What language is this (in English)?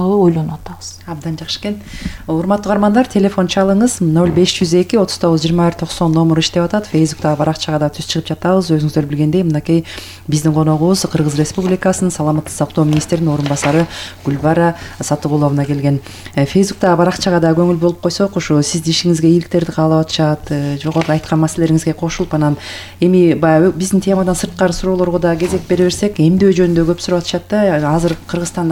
Kyrgyz